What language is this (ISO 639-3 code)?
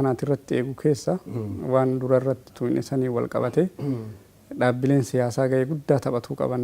orm